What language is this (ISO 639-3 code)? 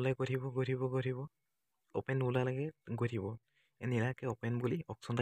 asm